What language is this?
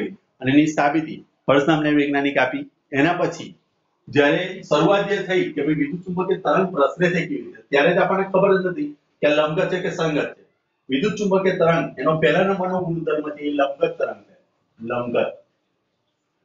Gujarati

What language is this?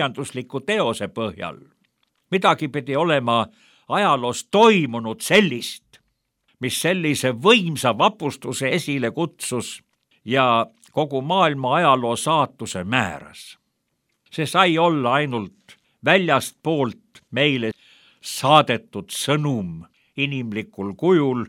Estonian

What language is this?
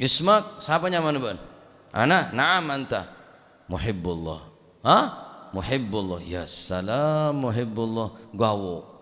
Madurese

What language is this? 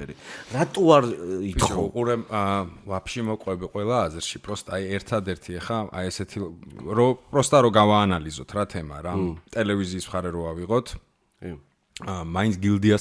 Georgian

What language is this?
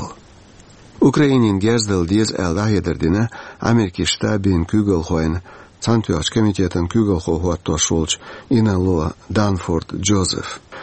Chechen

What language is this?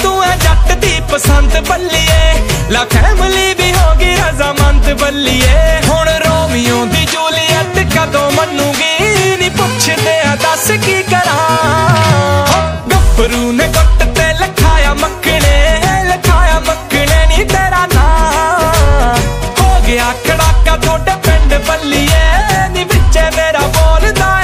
Punjabi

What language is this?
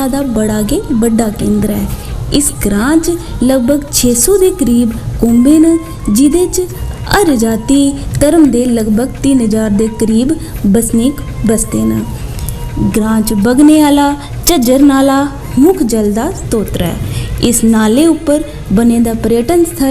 Dogri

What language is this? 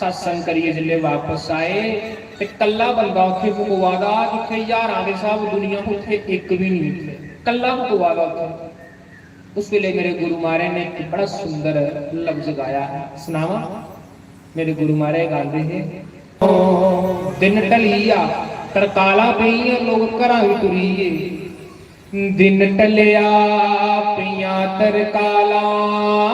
Dogri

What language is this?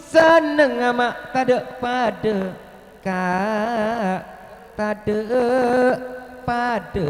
Madurese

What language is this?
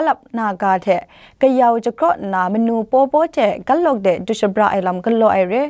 Kachin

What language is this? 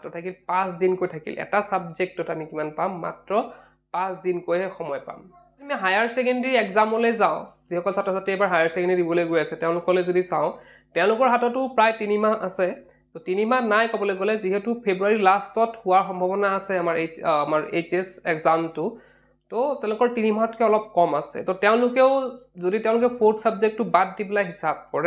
Assamese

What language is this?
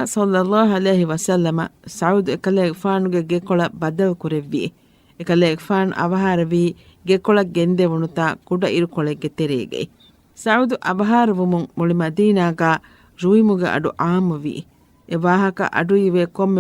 Divehi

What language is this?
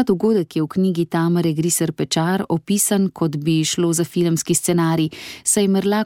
Slovenian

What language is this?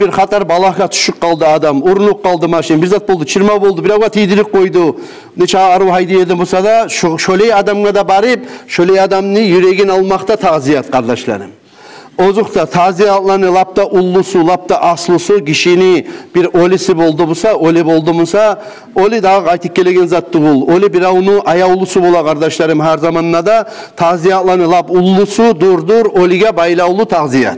Kumyk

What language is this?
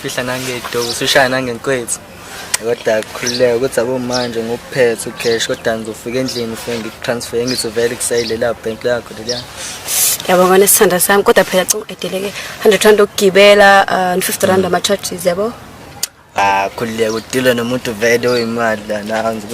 Zulu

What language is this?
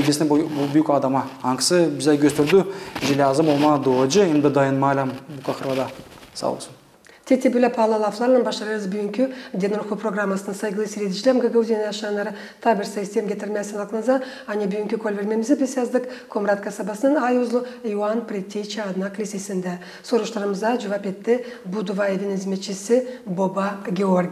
Gagauz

